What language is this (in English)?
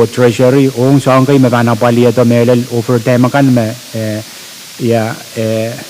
Pohnpeian